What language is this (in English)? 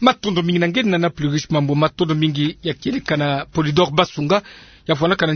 Kituba (Democratic Republic of Congo)